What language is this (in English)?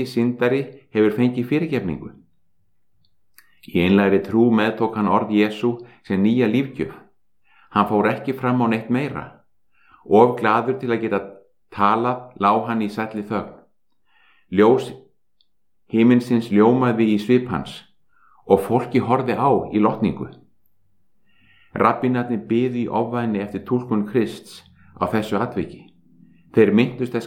Icelandic